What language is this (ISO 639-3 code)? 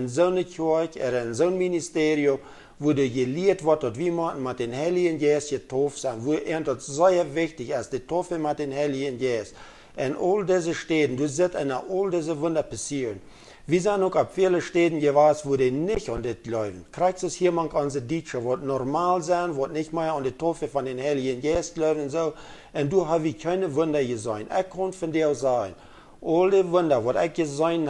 pdt